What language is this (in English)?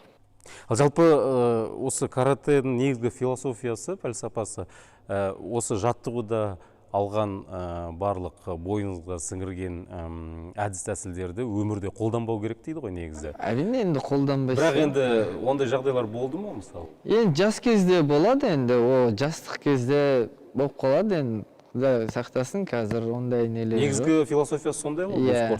Kazakh